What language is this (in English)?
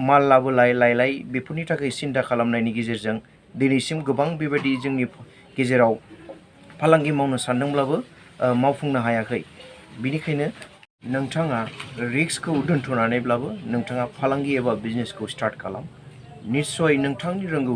Bodo